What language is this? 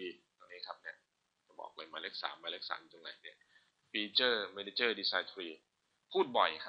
Thai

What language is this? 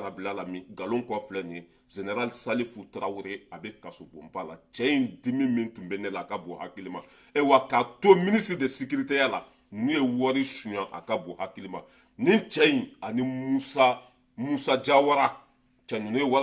Bambara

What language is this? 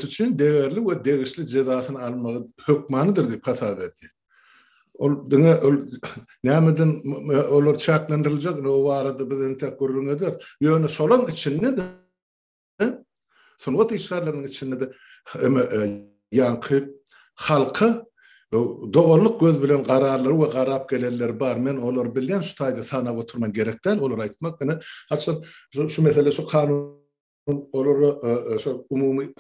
Turkmen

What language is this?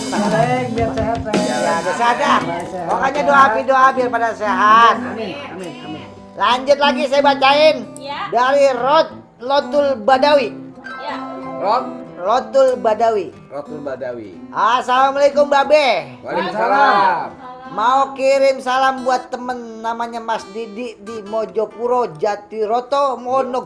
Betawi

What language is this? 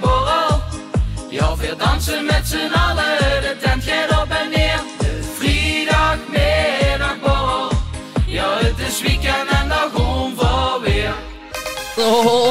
Limburgish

